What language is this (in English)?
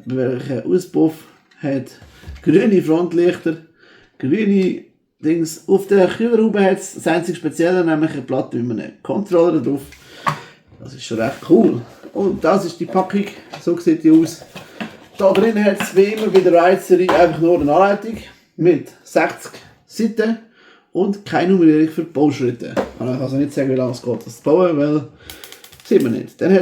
Swiss German